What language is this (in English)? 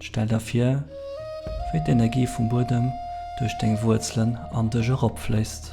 Luxembourgish